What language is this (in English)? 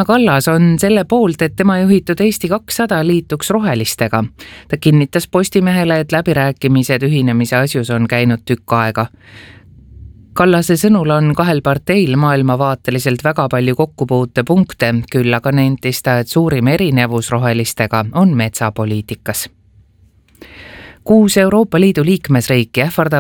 Estonian